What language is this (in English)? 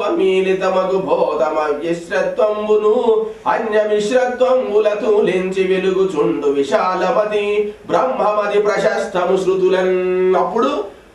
Telugu